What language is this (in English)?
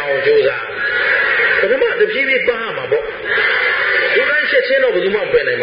Burmese